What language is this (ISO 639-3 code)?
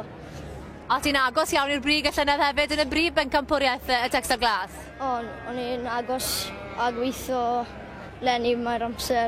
cym